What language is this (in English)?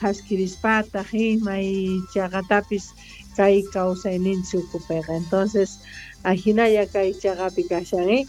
South Bolivian Quechua